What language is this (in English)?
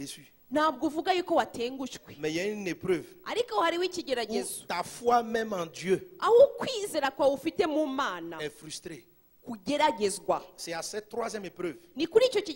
Kinyarwanda